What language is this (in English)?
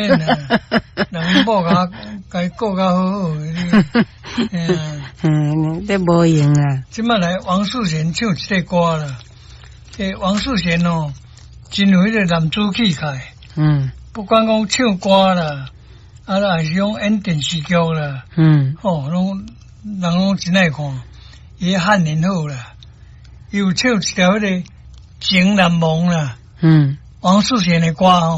Min Nan Chinese